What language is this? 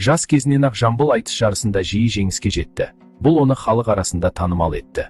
Kazakh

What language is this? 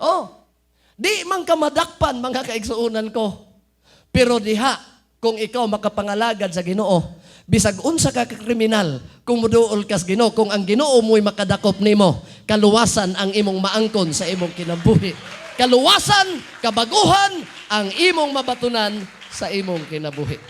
Cebuano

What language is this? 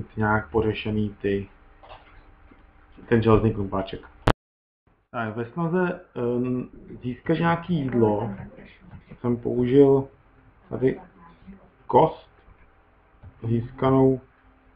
Czech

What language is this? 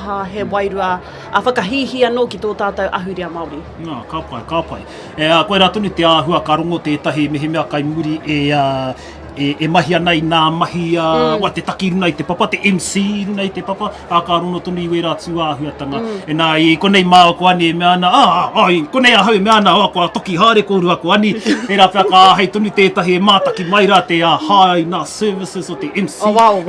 Māori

